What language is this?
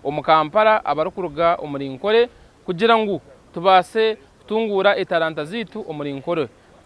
Nyankole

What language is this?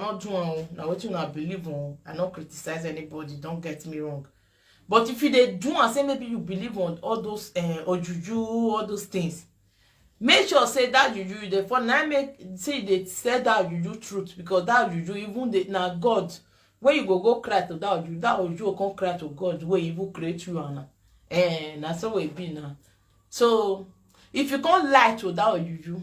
Nigerian Pidgin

